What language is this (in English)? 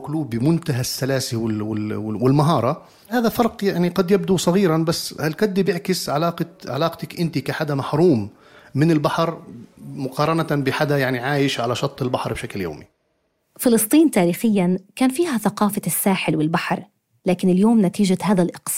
North Levantine Arabic